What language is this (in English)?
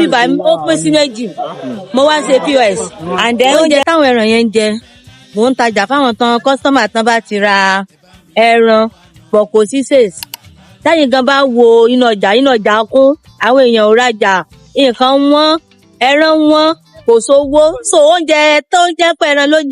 Yoruba